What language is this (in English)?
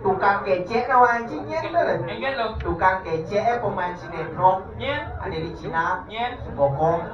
Balinese